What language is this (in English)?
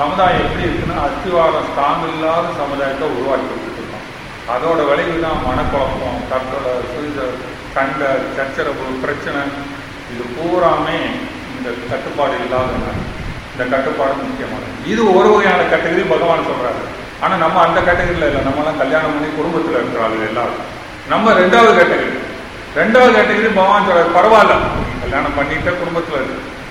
Tamil